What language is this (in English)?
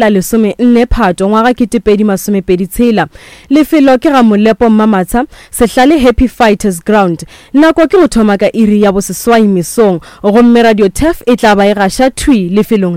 Northern Sotho